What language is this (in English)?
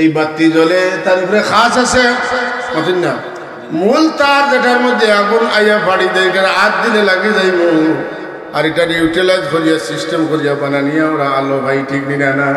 Sylheti